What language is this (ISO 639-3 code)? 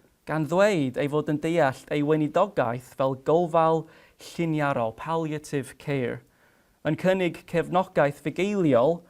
cym